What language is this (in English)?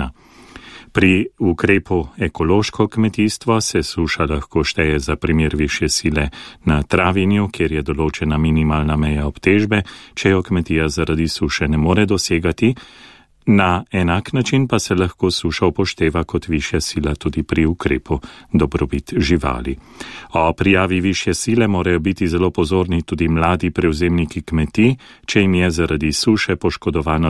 Slovenian